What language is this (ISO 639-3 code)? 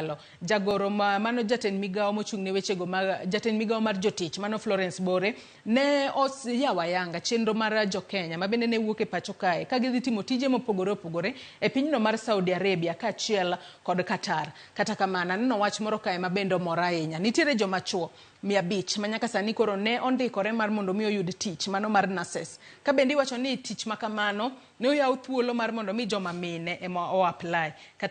luo